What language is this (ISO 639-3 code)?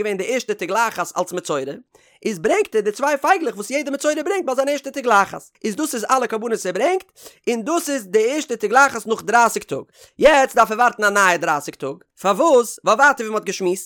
yid